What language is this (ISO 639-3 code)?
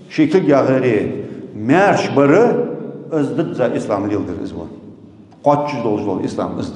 inh